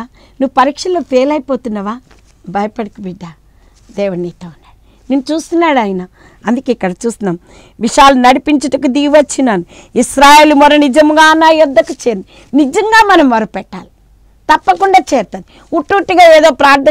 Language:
Telugu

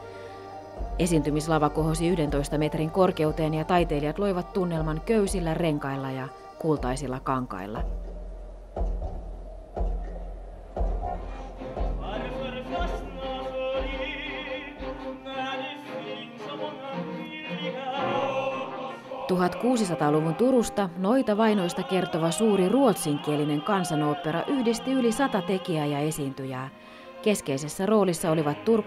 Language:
Finnish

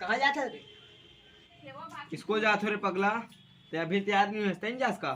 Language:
Chhattisgarhi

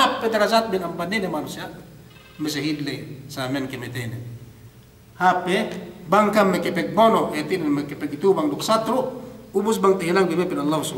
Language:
Yakan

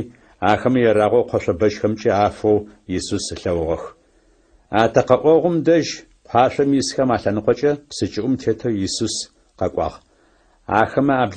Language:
Adyghe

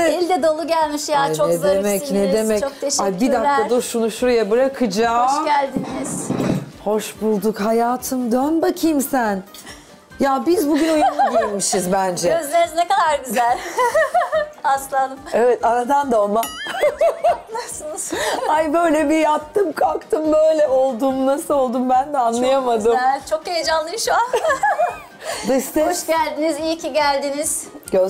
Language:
Turkish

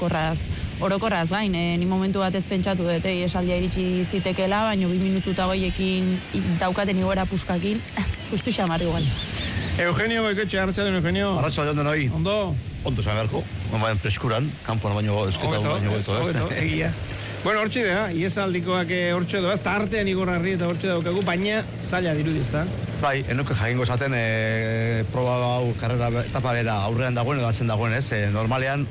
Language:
Basque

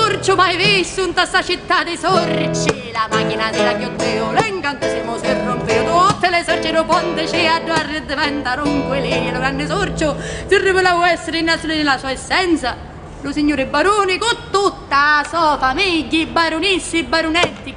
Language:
Sicilian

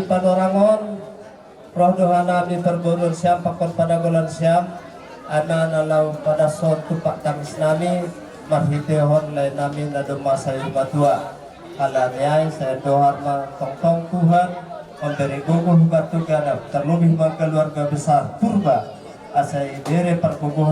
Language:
Batak Simalungun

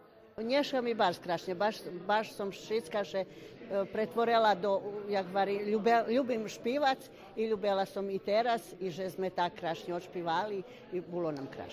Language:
Rusyn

